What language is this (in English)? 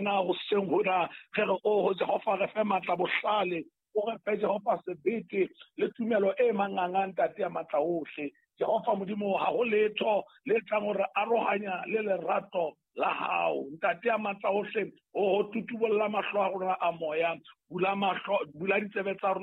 Southern Sotho